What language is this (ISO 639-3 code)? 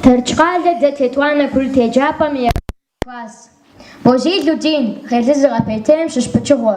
kbd